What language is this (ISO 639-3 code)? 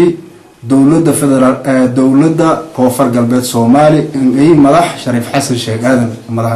som